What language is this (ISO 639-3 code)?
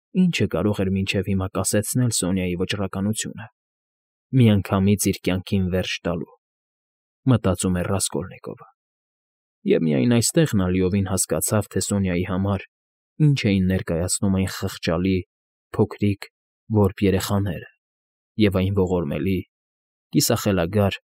hye